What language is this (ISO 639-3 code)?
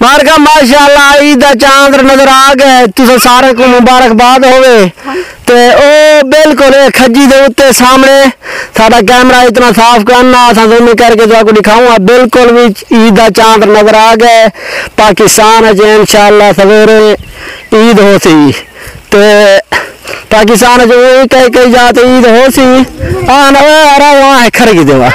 skr